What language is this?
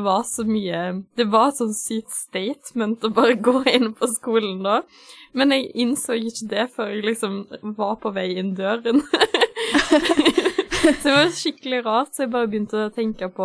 Norwegian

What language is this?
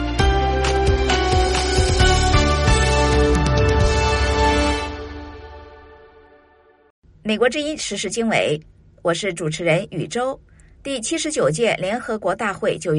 Chinese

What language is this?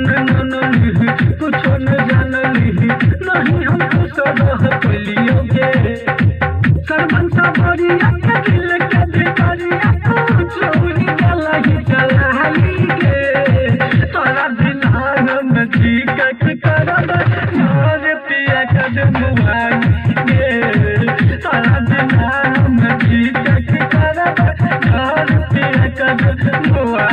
Maithili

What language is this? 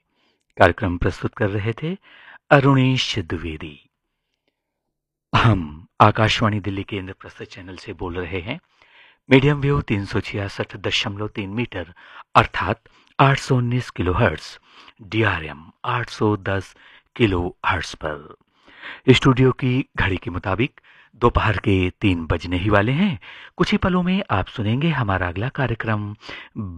Hindi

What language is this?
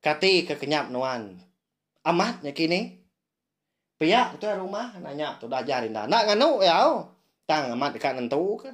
Iban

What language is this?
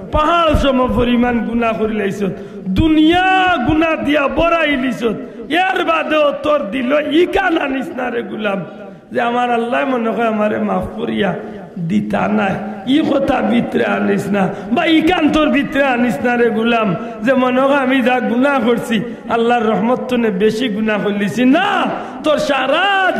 Sylheti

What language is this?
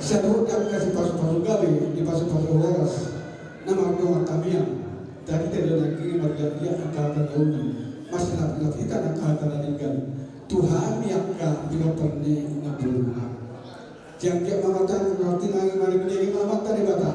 Batak Toba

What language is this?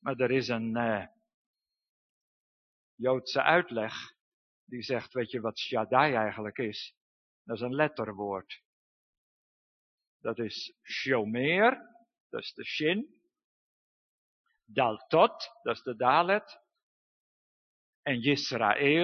Dutch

